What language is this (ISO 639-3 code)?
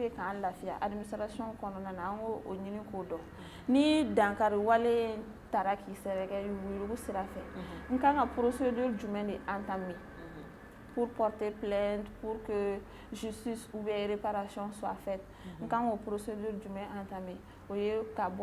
bam